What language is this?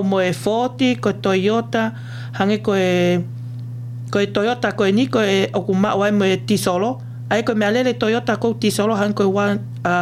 Tongan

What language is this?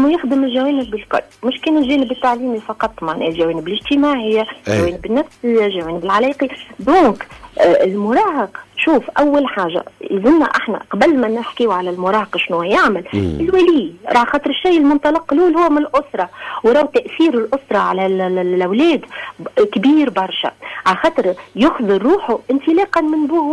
Tunisian Arabic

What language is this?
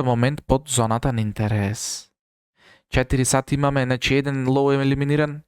Macedonian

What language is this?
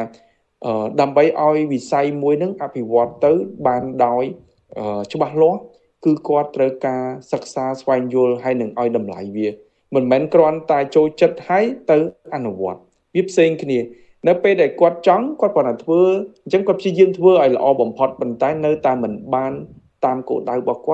Khmer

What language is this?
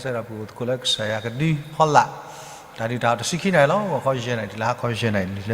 S'gaw Karen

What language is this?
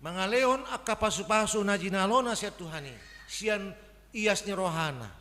Batak Toba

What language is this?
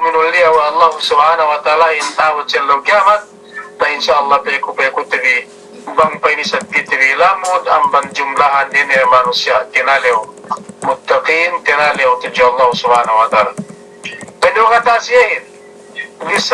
Yakan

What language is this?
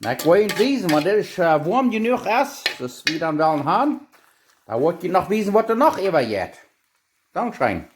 Plautdietsch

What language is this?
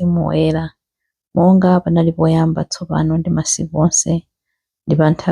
Nyanja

